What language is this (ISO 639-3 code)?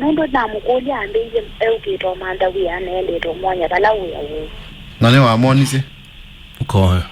kam